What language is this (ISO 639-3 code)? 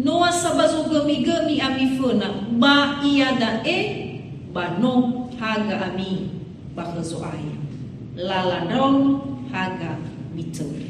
nia